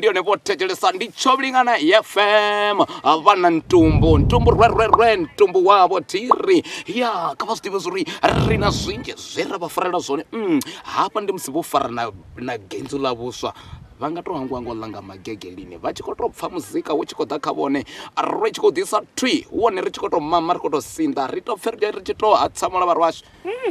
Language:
Venda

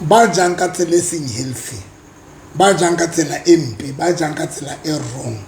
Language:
Southern Sotho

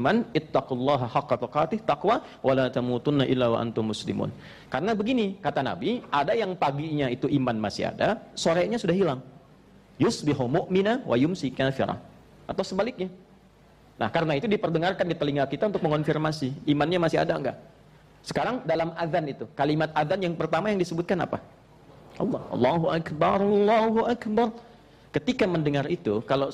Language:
Indonesian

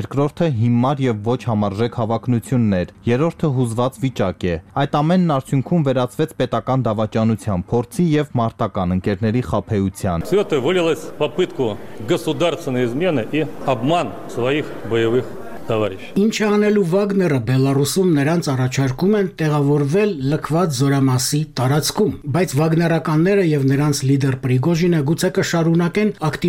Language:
Armenian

